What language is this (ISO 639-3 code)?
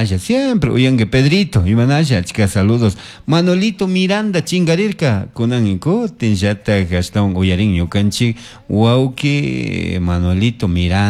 qug